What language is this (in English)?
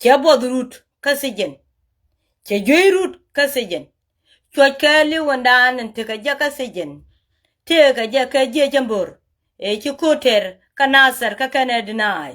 Nuer